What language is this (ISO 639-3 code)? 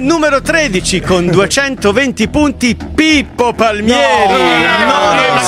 ita